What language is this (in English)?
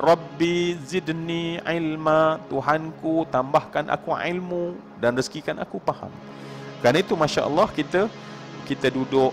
Malay